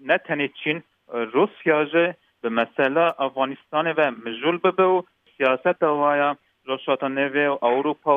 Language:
Kurdish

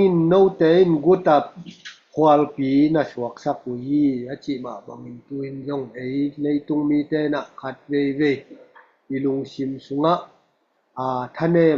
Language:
Tedim Chin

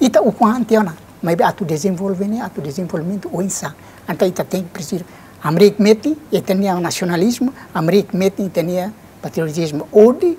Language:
Tetum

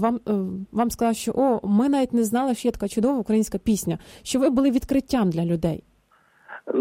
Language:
Ukrainian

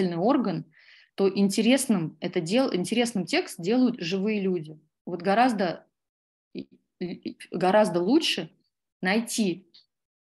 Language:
Russian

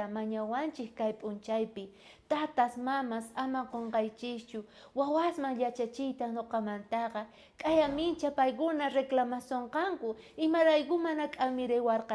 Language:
South Bolivian Quechua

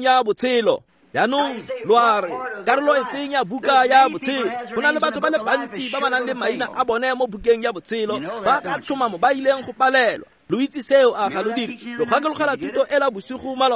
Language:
Tswana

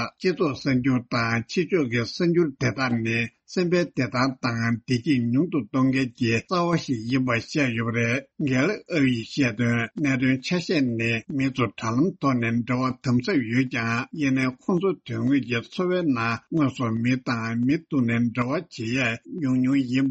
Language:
Tibetan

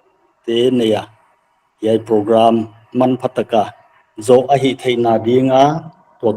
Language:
Paite Chin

